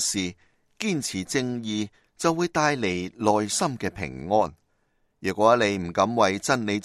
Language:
Cantonese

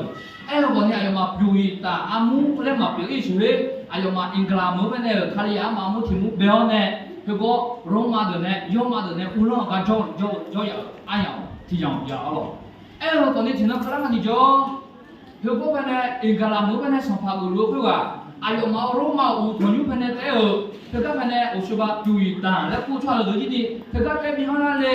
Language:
Akha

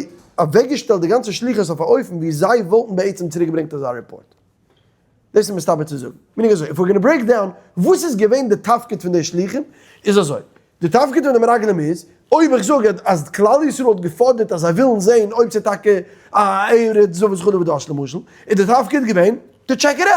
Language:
Yiddish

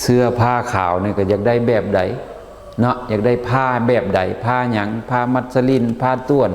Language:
Lao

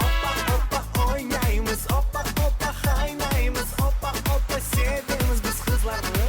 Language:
Crimean Tatar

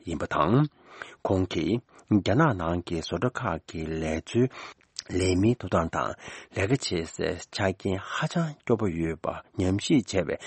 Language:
Tibetan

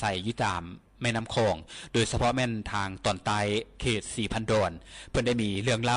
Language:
Lao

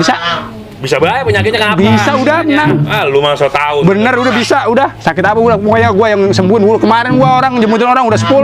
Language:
Betawi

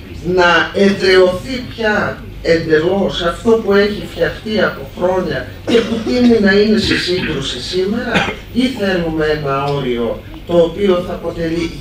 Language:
Greek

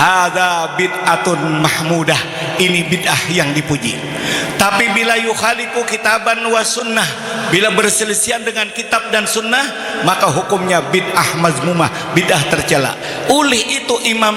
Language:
Banjar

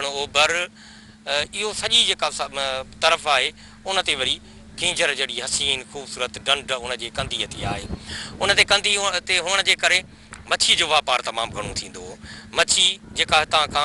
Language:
Sindhi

